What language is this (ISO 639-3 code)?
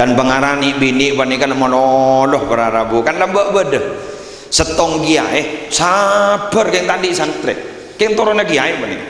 mad